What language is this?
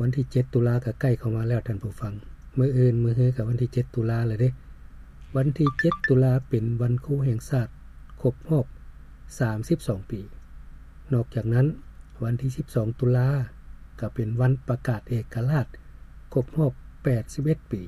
Lao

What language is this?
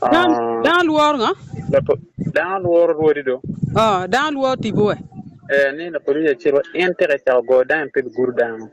Acoli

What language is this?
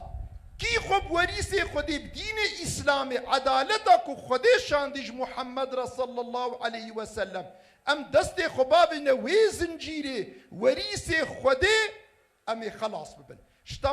Kurdish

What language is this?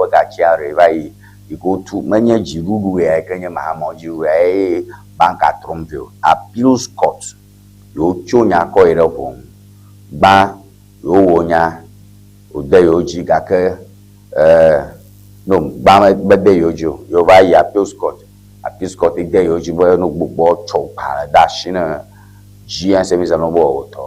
Ewe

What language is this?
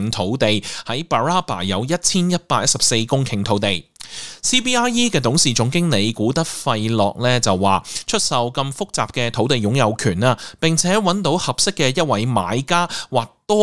Cantonese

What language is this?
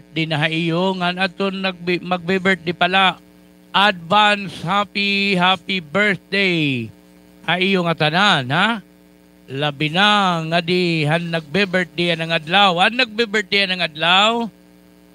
Waray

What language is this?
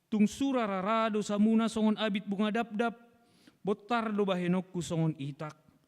Batak Toba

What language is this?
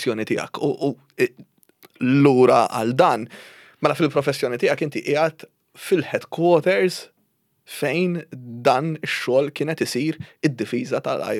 Maltese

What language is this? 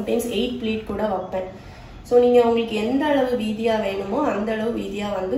Tamil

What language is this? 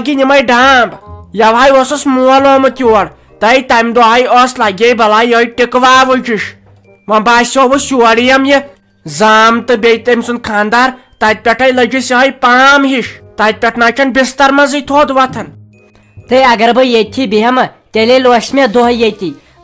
Kashmiri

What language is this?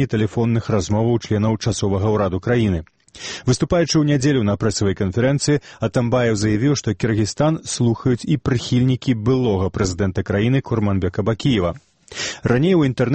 Belarusian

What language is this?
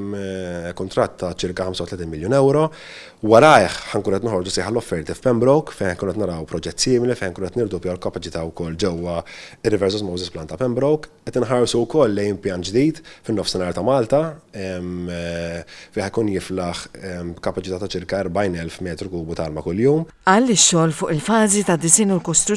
Maltese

